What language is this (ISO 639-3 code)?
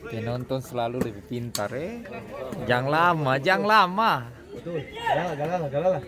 abs